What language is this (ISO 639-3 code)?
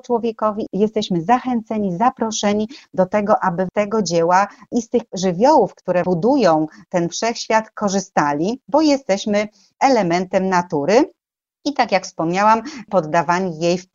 pol